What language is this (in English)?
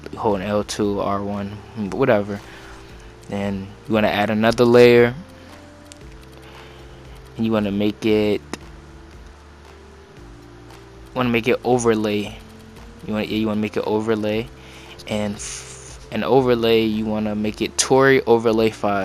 English